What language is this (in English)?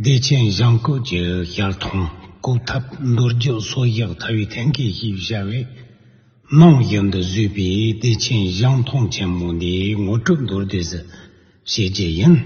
Tibetan